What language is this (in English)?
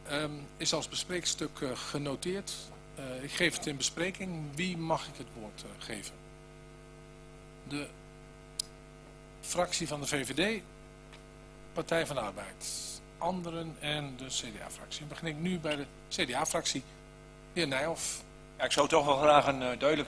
Dutch